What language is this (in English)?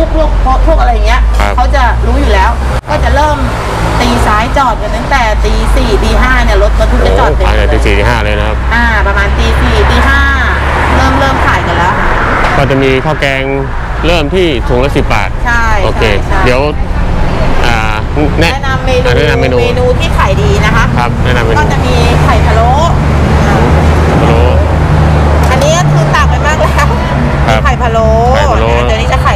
Thai